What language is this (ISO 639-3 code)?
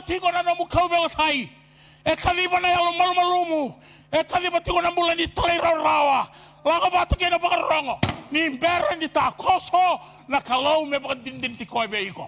fij